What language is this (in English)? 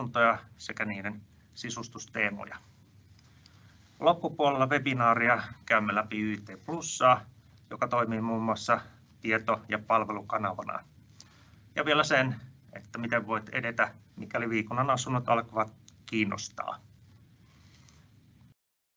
Finnish